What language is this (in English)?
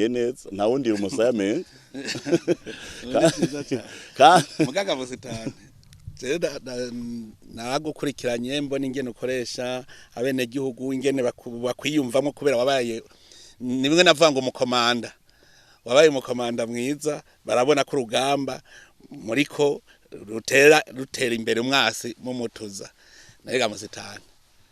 Rundi